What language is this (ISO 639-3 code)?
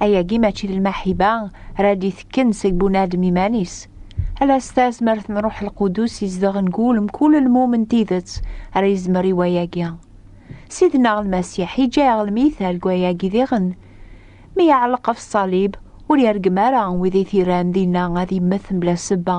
kab